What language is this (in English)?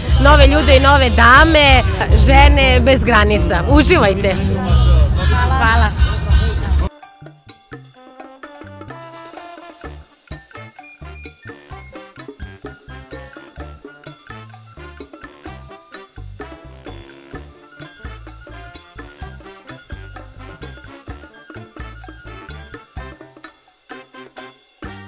Serbian